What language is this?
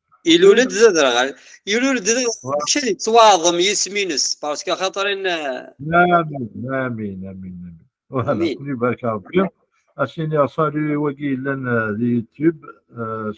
Kabyle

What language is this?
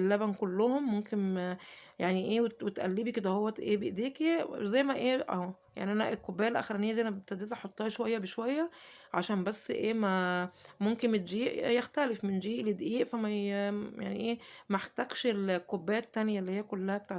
Egyptian Arabic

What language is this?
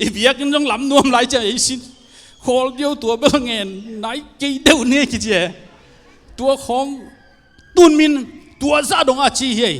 Tedim Chin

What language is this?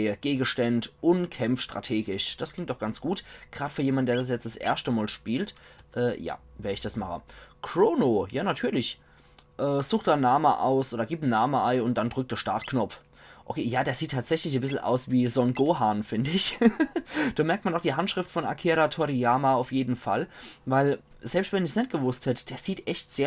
Palatine German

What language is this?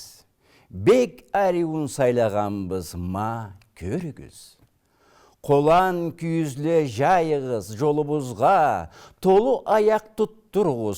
Karachay-Balkar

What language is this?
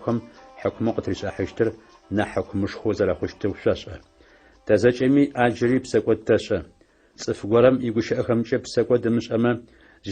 Adyghe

